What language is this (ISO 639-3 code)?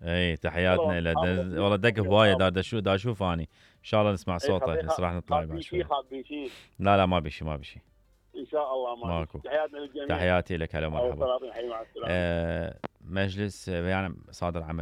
acm